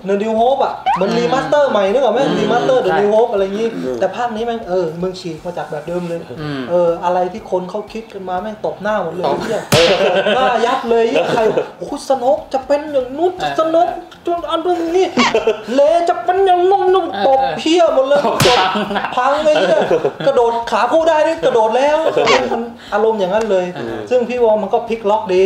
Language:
Thai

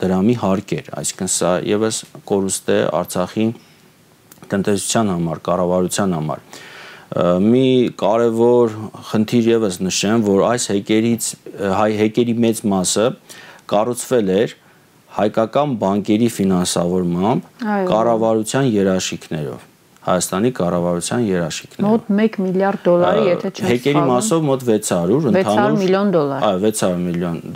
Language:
Armenian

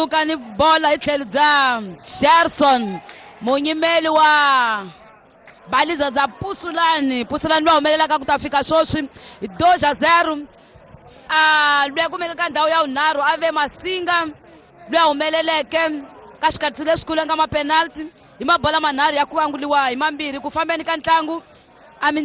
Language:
Tsonga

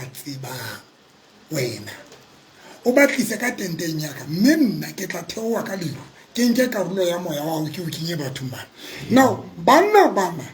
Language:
Southern Sotho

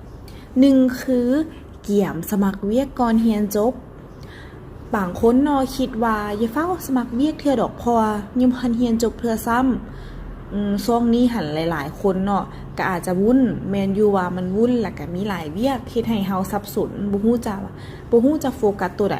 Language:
Lao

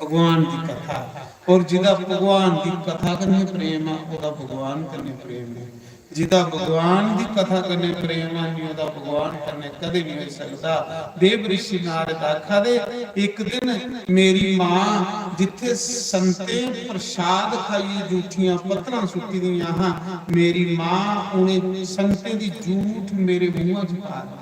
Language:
Dogri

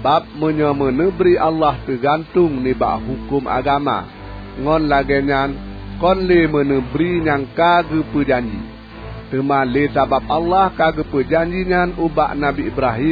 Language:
Achinese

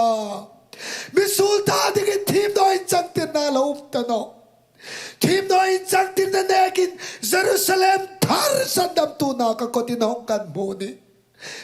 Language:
Hmar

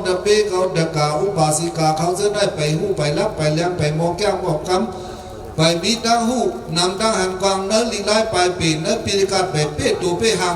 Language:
Shan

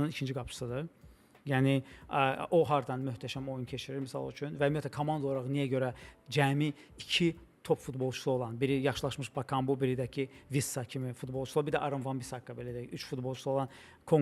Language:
Azerbaijani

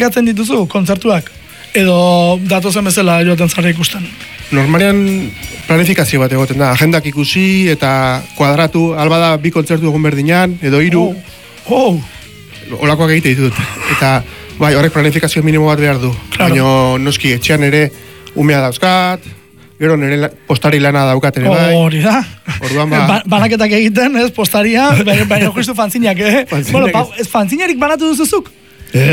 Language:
Basque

